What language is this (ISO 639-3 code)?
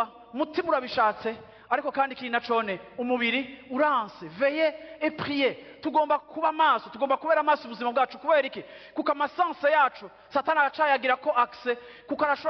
run